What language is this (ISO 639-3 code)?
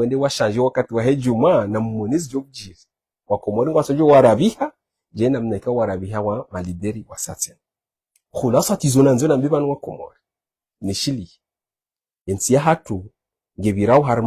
zdj